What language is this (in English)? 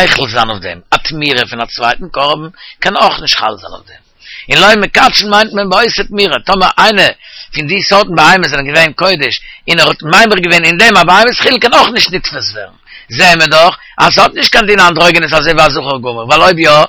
Yiddish